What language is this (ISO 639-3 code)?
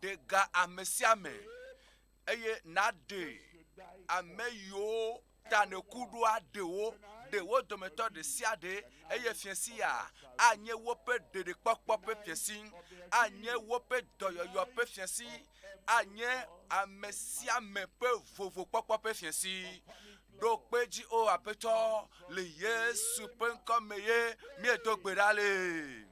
ewe